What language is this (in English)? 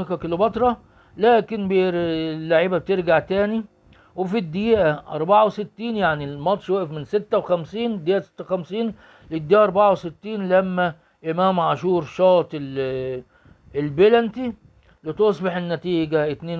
Egyptian Arabic